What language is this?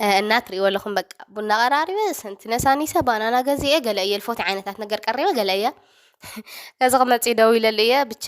Tigrinya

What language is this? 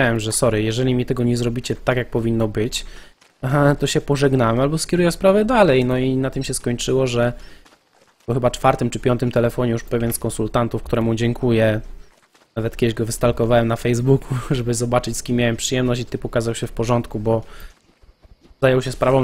Polish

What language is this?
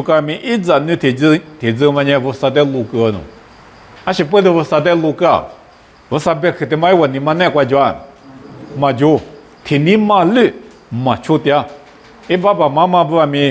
Lisu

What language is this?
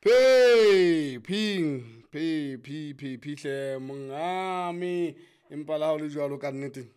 Southern Sotho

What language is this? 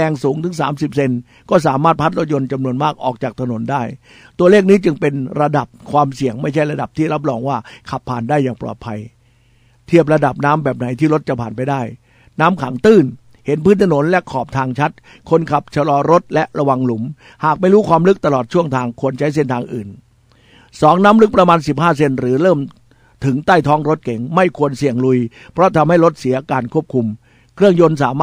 Thai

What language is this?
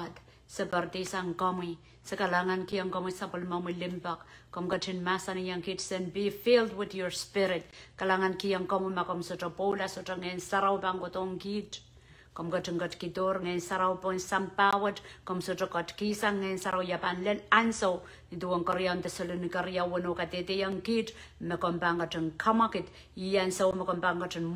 Pohnpeian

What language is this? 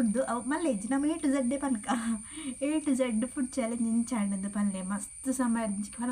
Tulu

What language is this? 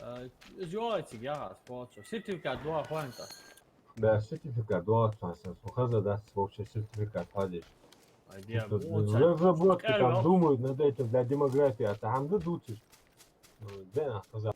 Ingush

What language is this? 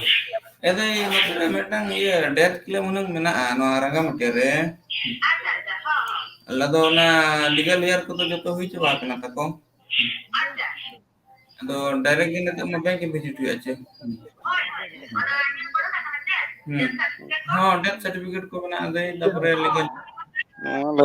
Santali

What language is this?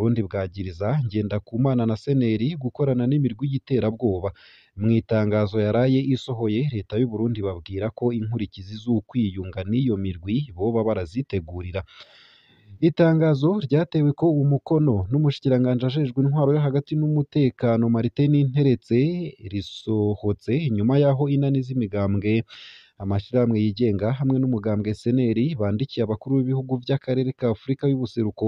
Rundi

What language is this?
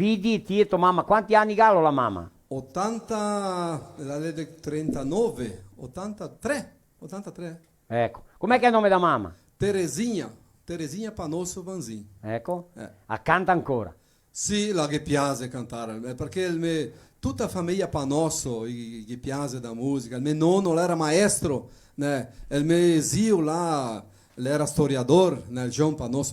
Venetian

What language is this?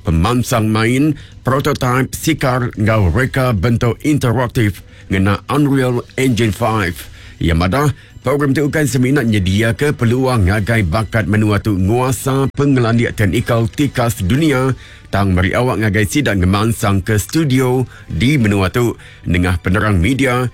Iban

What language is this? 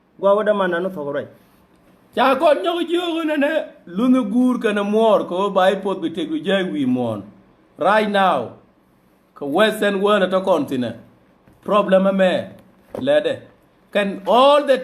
Nuer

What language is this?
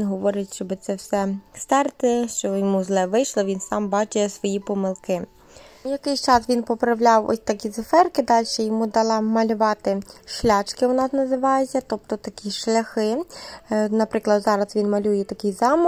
Ukrainian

